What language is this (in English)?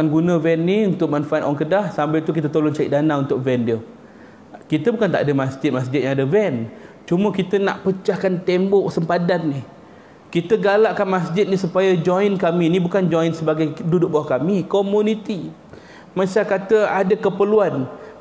Malay